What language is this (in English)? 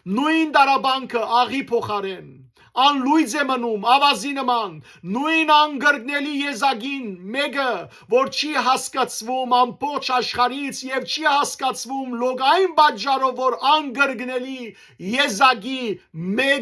Western Armenian